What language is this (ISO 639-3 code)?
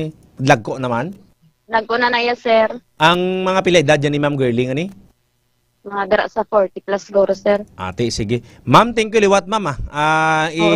hil